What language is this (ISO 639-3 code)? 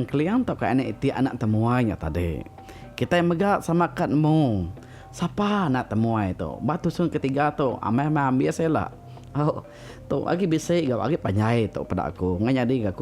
iba